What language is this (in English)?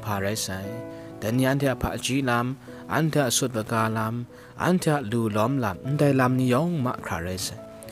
Kachin